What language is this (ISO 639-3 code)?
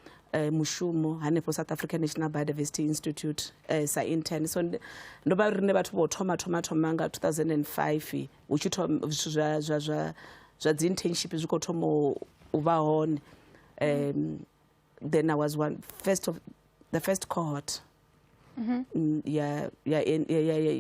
ven